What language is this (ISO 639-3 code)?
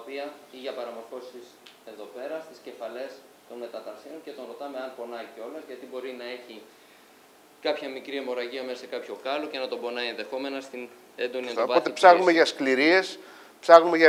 ell